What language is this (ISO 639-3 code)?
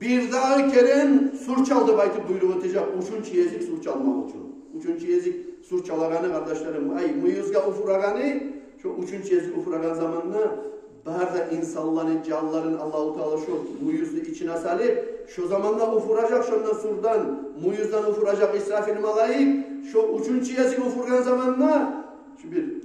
kum